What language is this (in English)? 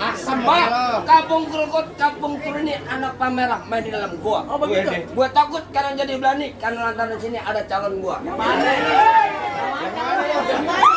Betawi